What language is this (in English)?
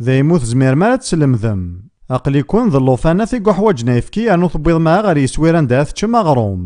Kabyle